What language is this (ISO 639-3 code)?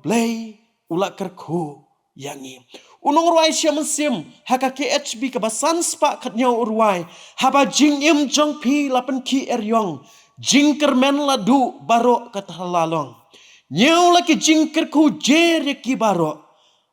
kha